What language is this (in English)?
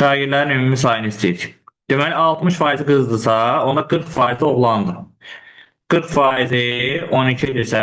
Azerbaijani